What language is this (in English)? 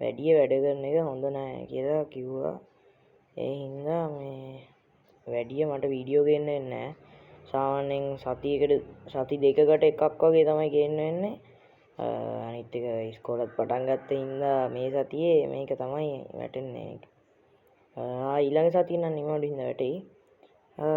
Sinhala